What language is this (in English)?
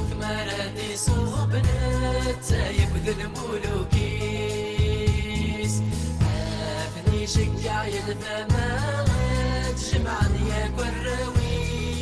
Kabyle